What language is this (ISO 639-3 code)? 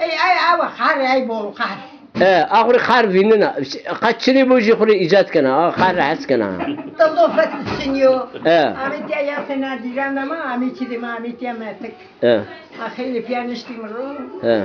zza